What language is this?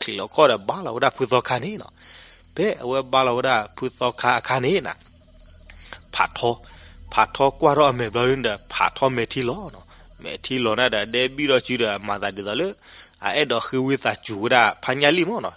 S'gaw Karen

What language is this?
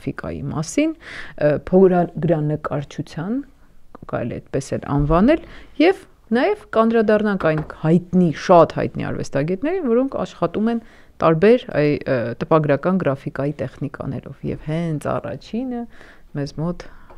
Armenian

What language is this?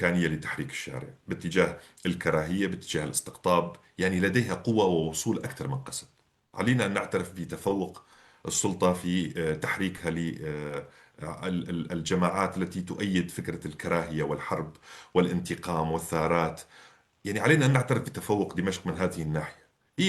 North Levantine Arabic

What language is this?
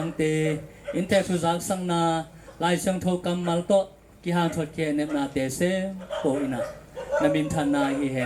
Tedim Chin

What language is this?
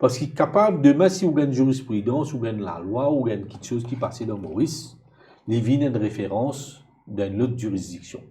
Morisyen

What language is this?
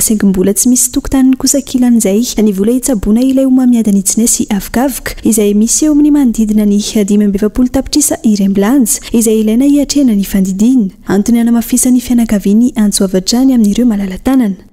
Malagasy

